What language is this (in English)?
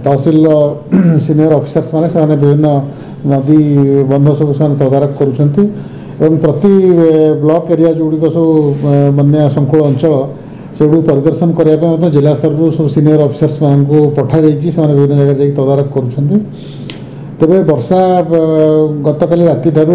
Odia